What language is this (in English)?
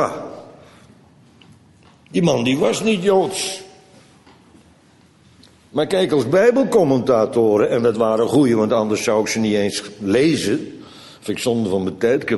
Dutch